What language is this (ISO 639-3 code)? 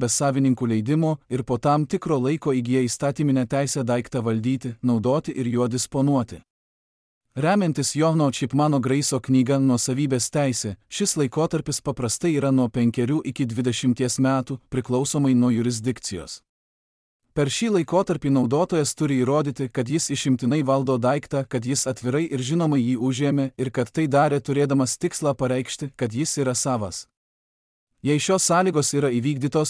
lit